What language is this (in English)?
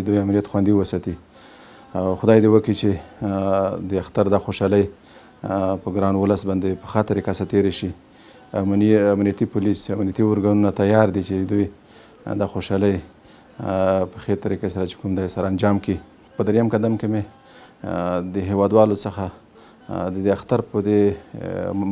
Pashto